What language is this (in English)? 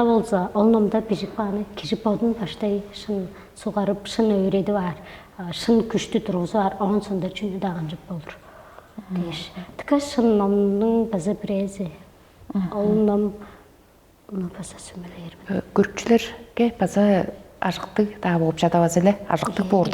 Tuvinian